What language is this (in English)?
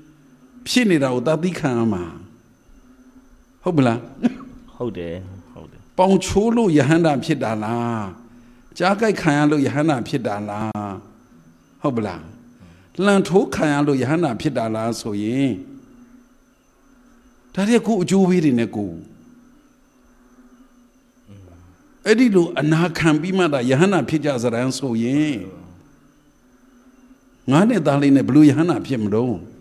Burmese